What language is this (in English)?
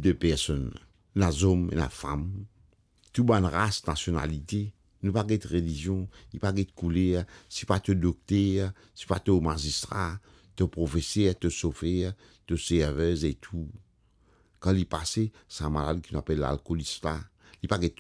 Morisyen